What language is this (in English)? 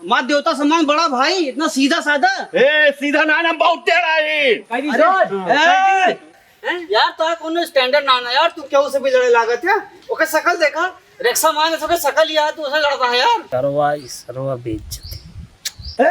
Awadhi